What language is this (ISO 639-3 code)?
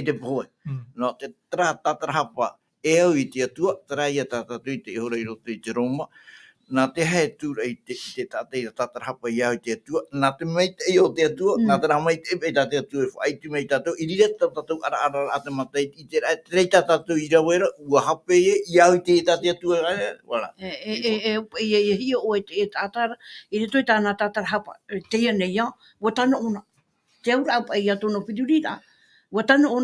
tah